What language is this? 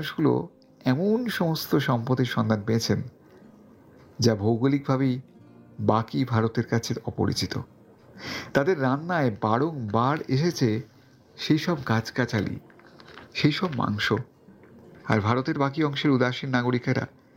Bangla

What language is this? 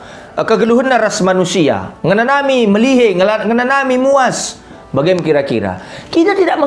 Batak Karo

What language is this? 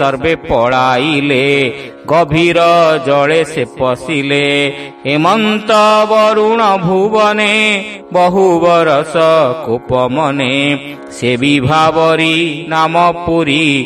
Odia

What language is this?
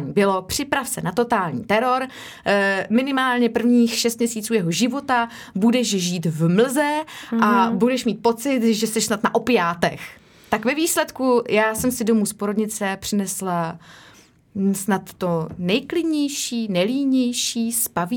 Czech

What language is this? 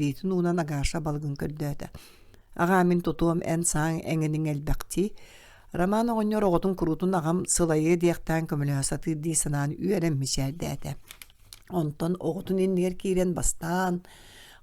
Yakut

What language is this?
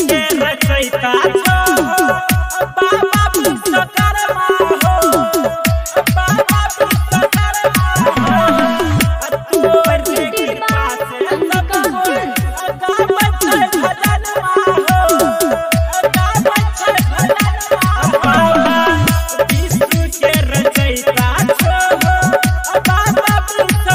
Bhojpuri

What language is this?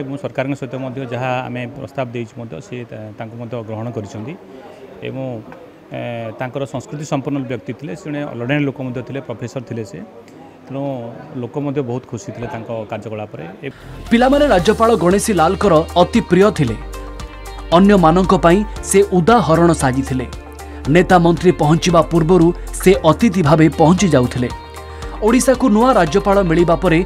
Odia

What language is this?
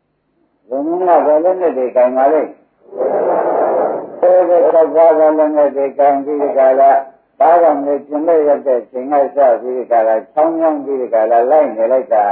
Burmese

